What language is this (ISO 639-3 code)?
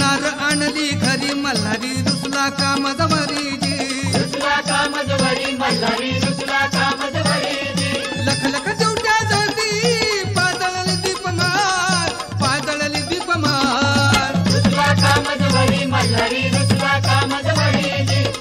mar